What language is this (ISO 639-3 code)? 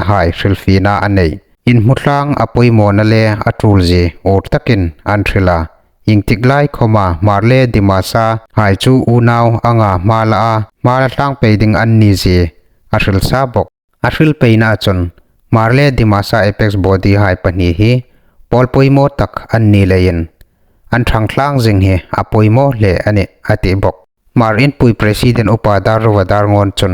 hmr